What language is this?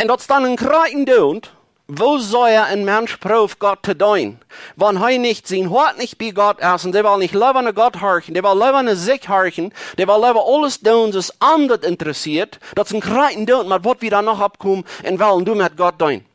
Plautdietsch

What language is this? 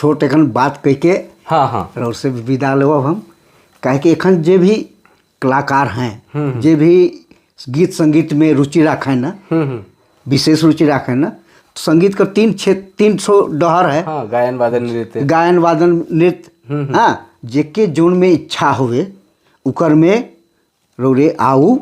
Sadri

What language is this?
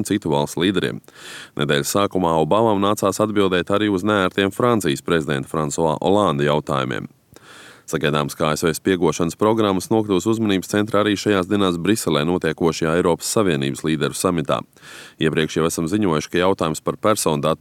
Latvian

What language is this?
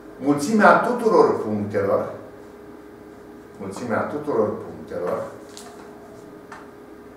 Romanian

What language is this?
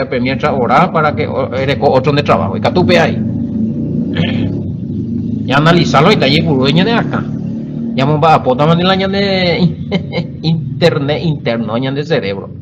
Guarani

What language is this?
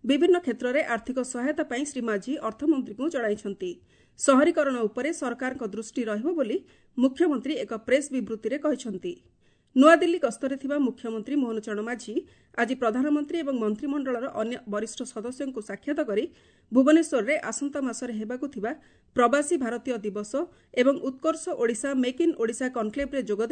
Odia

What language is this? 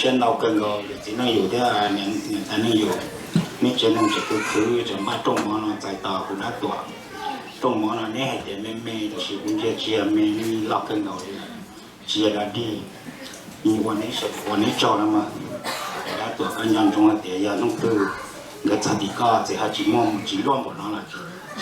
Hmong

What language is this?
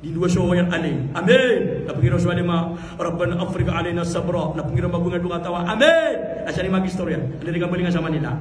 Maranao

